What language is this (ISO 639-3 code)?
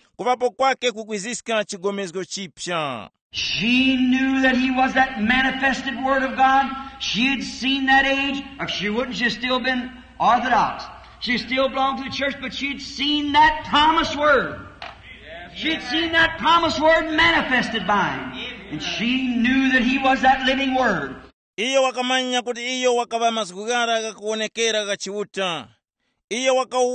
tum